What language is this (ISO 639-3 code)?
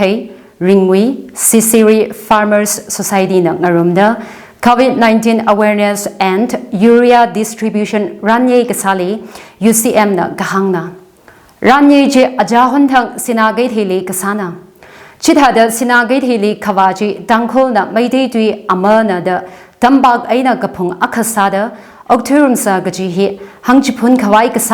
nmf